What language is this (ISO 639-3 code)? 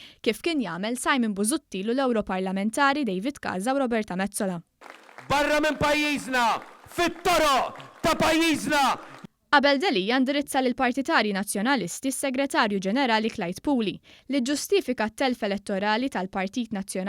mlt